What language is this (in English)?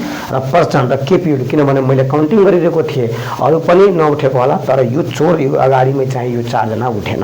Nepali